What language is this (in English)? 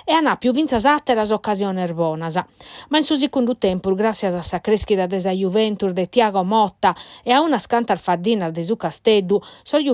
Sardinian